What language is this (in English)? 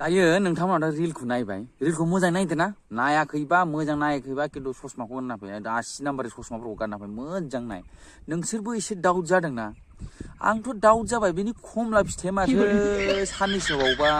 Bodo